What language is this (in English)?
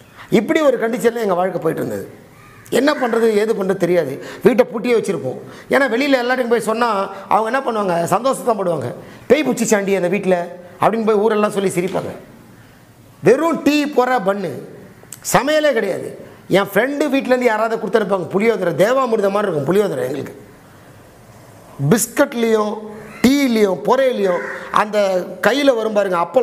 Tamil